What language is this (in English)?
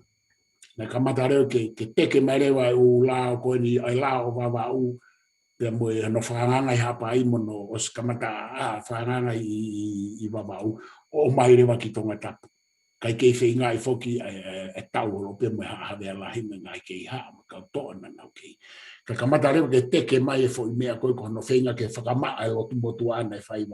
Tongan